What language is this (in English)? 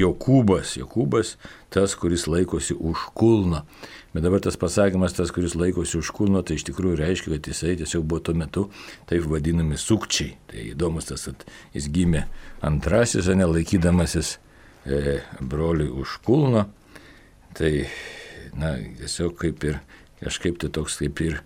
Lithuanian